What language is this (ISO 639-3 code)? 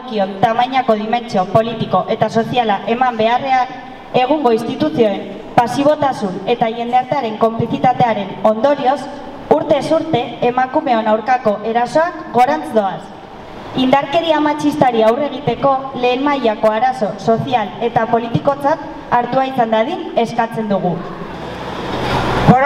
eus